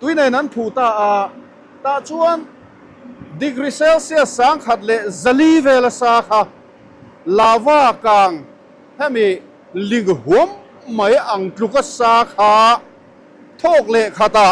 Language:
Mizo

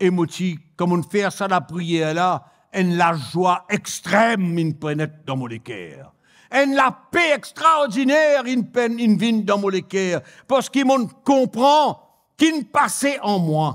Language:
Morisyen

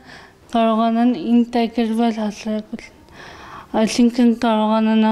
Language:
Armenian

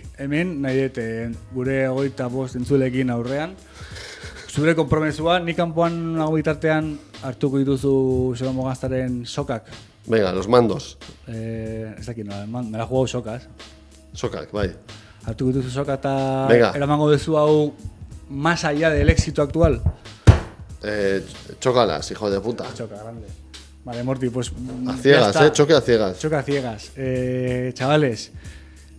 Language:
Basque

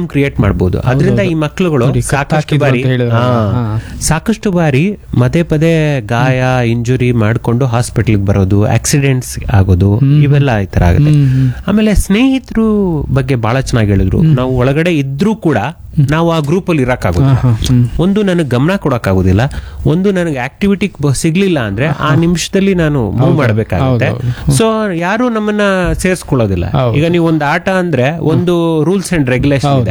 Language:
Kannada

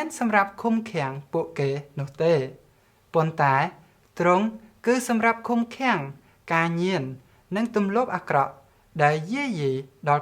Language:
Khmer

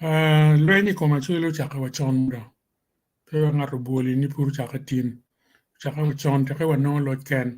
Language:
Acoli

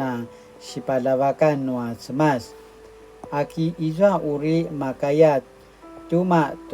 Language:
Paiwan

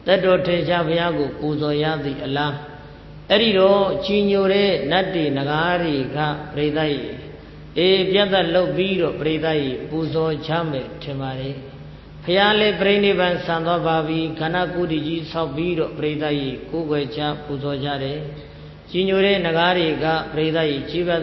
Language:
Burmese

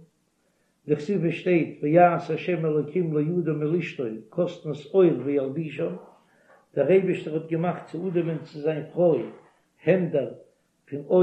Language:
Yiddish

